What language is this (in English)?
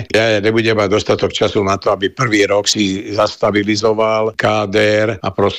Slovak